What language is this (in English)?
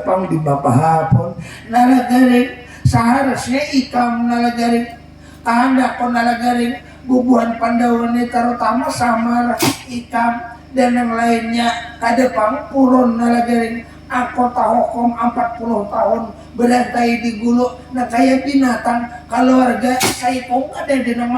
Banjar